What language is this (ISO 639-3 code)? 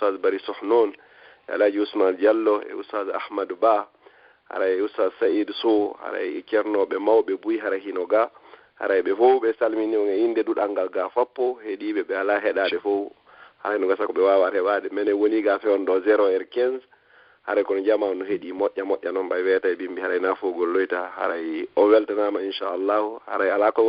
ful